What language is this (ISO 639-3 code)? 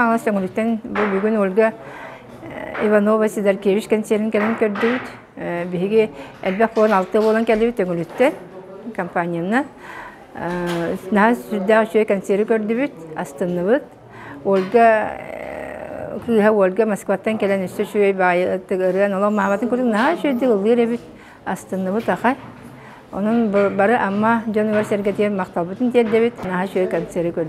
sah